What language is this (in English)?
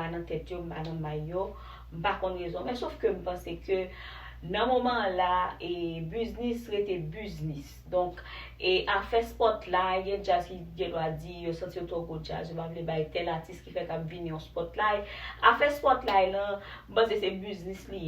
Haitian Creole